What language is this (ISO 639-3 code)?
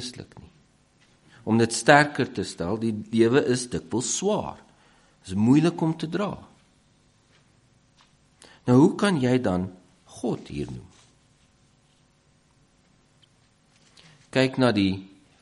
afr